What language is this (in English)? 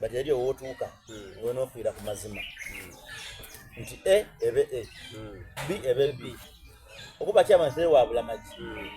Soga